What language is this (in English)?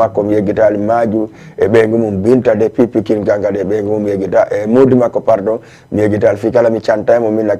Fula